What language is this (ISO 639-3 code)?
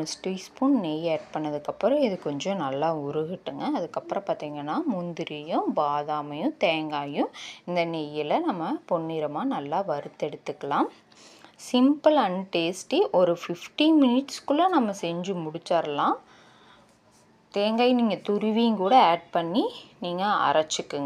tam